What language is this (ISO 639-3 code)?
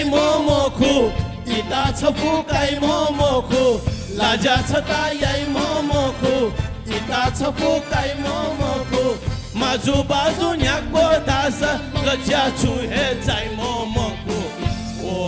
new